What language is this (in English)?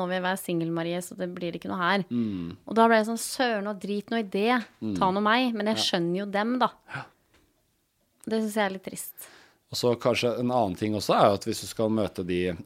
Norwegian